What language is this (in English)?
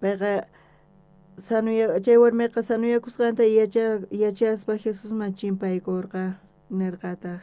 South Bolivian Quechua